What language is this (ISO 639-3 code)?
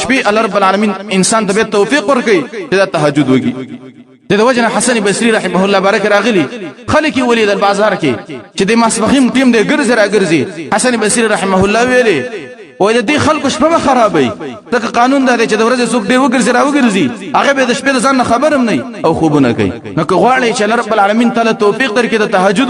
pus